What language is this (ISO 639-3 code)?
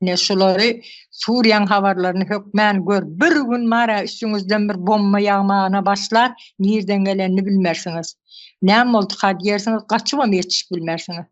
tuk